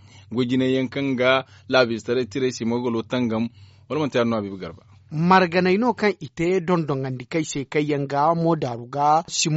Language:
Zarma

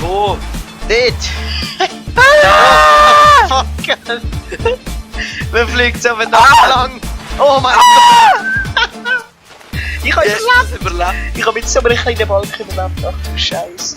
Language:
Swiss German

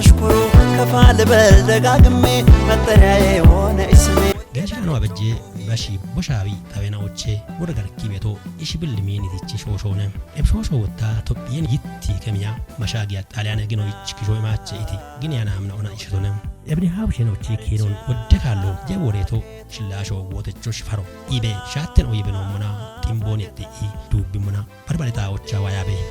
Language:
Kafa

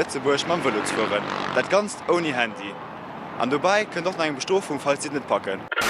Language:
Luxembourgish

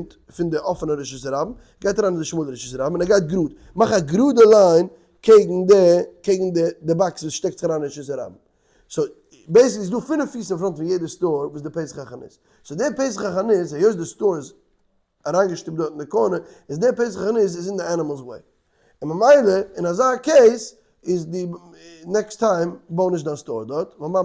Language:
Yiddish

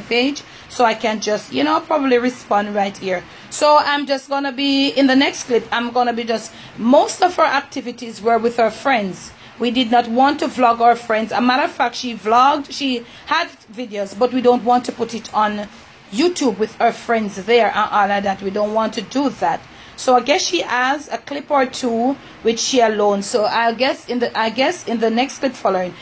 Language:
Jamaican Creole English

